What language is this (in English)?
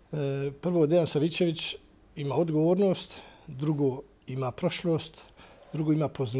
Bosnian